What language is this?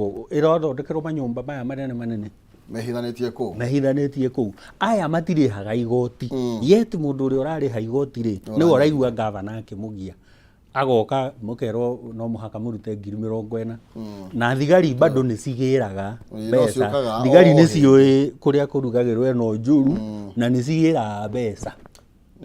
Kikuyu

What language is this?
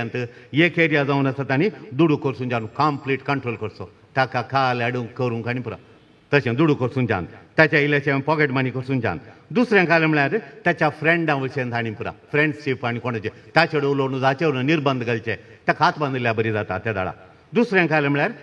Konkani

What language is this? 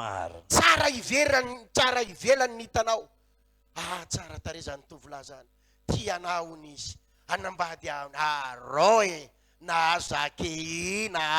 Malagasy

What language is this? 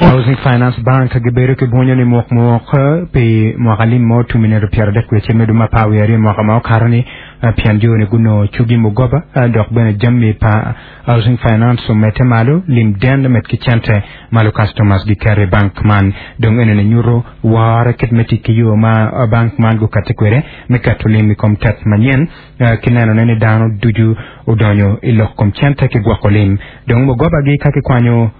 Acoli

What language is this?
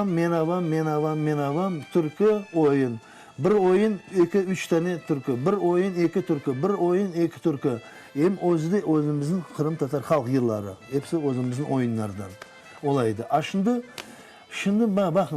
Crimean Tatar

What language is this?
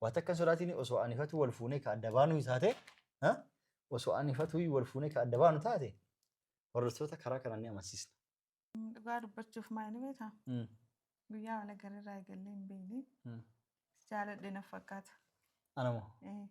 Oromo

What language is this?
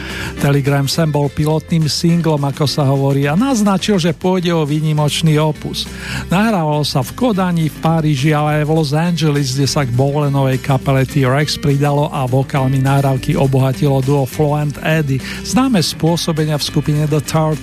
Slovak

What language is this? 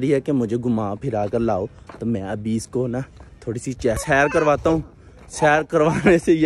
Hindi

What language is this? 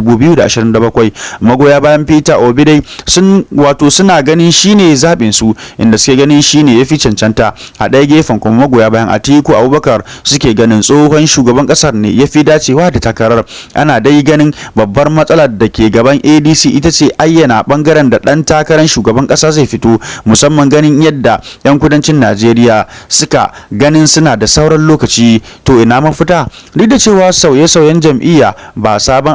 Hausa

